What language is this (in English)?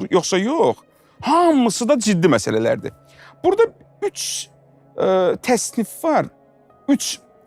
Azerbaijani